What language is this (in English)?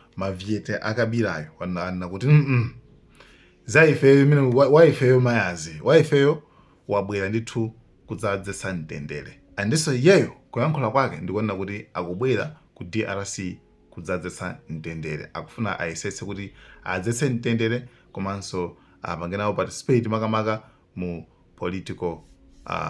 Nyanja